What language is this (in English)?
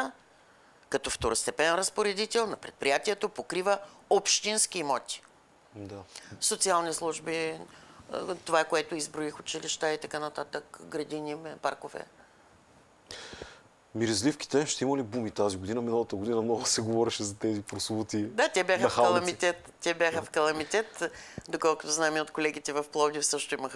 Bulgarian